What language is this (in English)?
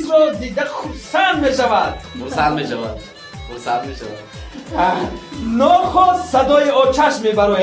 Tajik